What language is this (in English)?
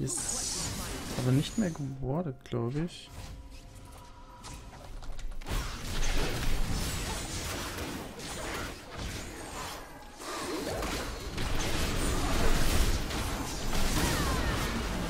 German